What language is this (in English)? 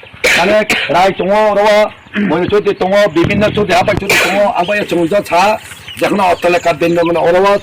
Riang (India)